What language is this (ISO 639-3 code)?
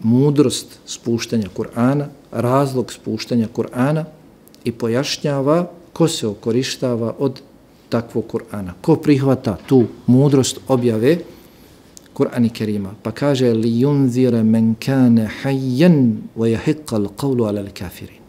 bos